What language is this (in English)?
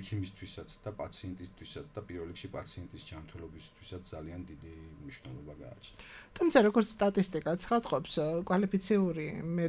Georgian